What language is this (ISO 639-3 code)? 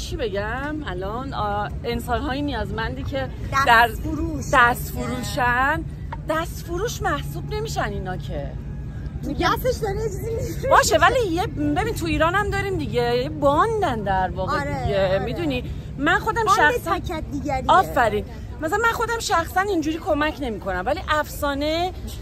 fas